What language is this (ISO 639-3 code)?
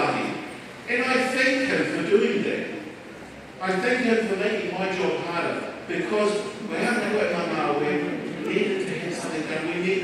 ton